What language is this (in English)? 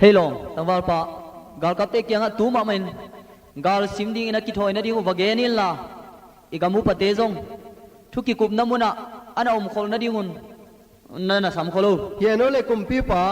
Tedim Chin